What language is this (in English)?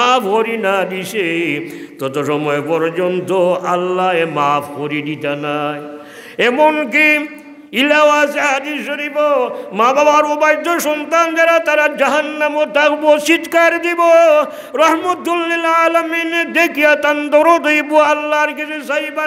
Sylheti